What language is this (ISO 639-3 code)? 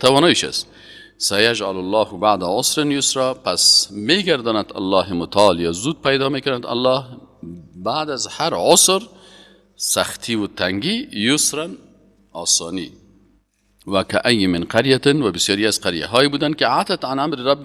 fas